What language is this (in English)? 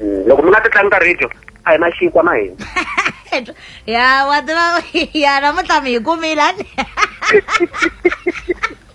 Tsonga